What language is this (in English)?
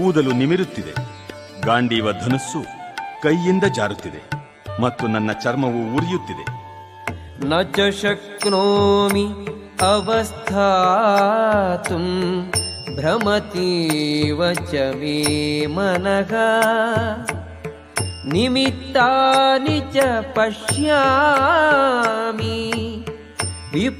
Kannada